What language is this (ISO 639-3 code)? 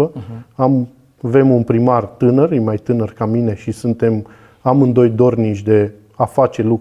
ron